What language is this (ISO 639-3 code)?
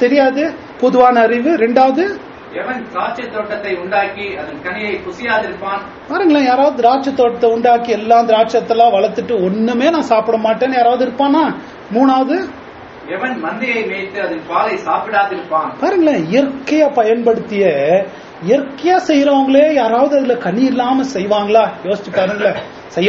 tam